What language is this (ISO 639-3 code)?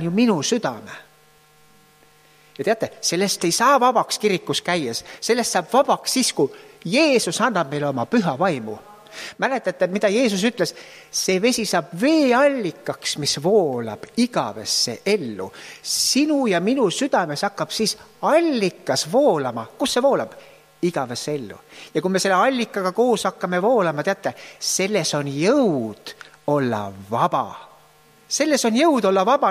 est